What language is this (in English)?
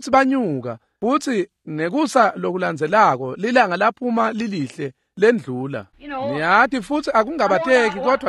Swati